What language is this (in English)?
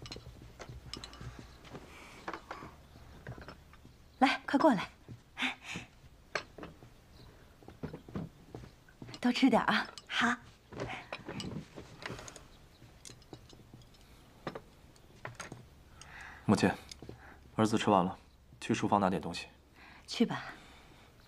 Chinese